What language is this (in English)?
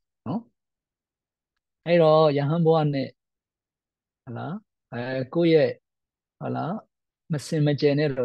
Burmese